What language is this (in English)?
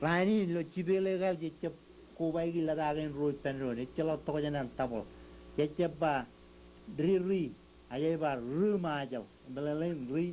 Marshallese